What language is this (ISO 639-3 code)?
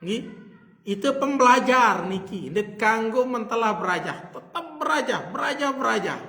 sas